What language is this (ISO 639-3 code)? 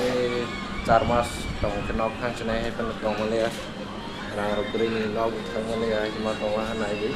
trp